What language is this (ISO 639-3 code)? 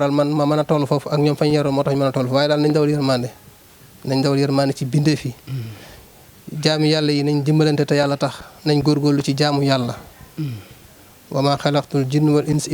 wol